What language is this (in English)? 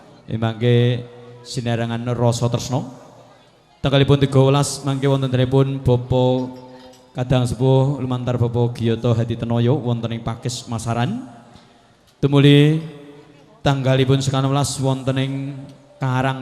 Javanese